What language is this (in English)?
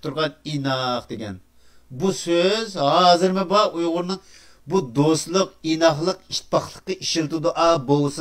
Uyghur